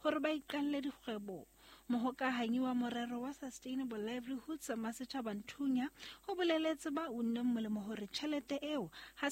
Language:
Southern Sotho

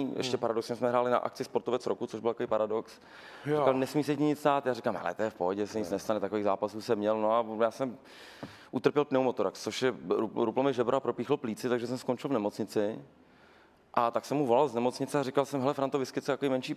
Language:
Czech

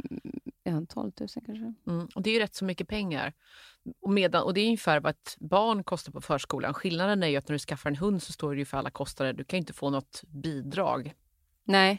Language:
Swedish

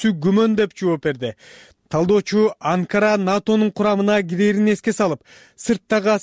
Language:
Kyrgyz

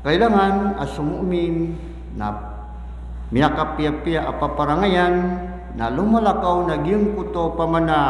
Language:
Maranao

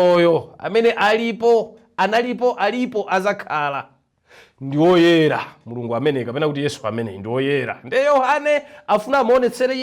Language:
Nyanja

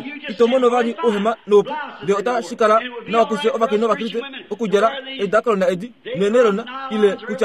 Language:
Kuanyama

